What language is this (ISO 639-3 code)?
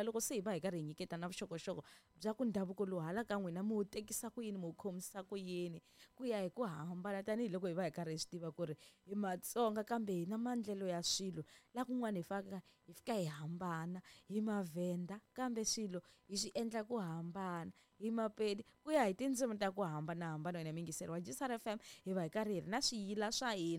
tso